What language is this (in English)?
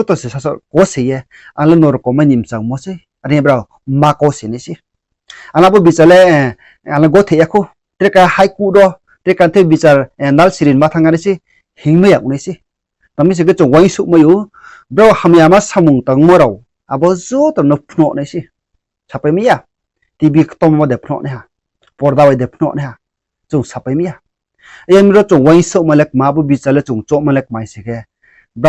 Riang (India)